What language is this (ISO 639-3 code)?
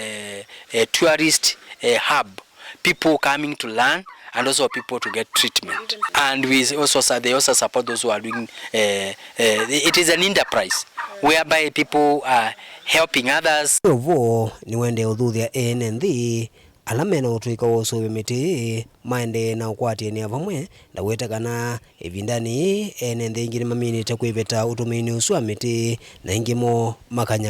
kam